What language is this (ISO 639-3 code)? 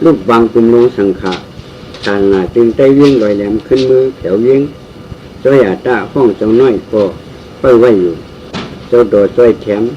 shn